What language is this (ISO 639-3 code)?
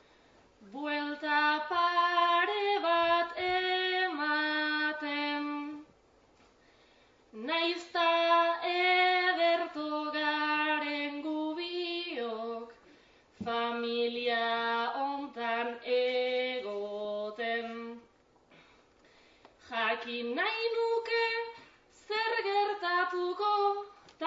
eus